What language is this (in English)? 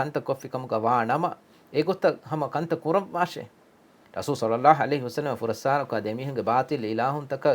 Divehi